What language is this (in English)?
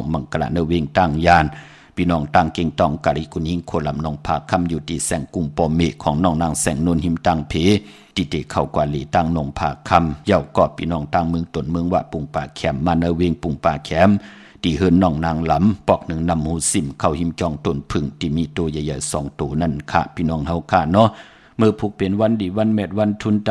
Shan